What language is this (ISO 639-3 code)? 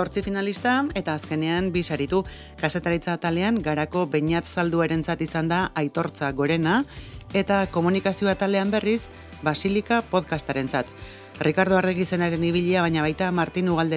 eus